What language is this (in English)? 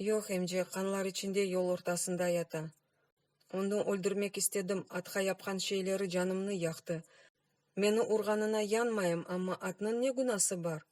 Crimean Tatar